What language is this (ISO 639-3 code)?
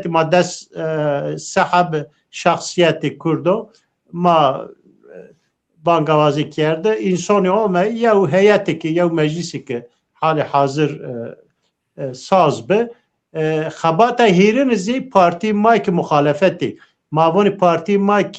zza